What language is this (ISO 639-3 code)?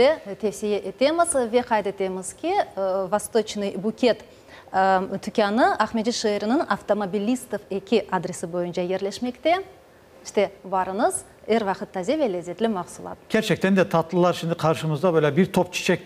crh